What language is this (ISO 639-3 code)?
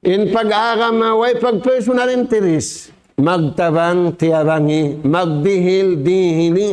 tsg